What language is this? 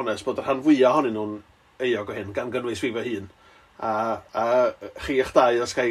Welsh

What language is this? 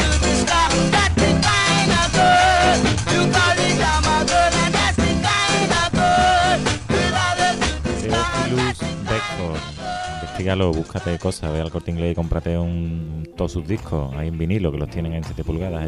Spanish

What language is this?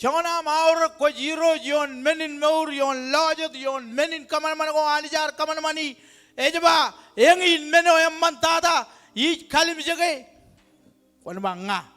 Marshallese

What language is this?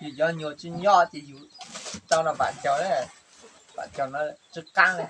Hmong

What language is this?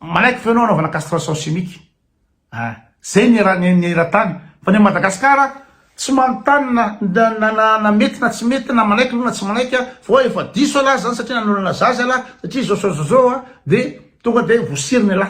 Malagasy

